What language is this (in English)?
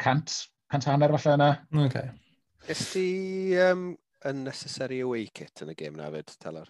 Welsh